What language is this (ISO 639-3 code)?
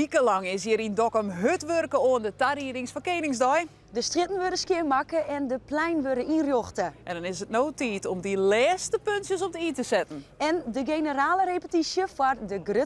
fry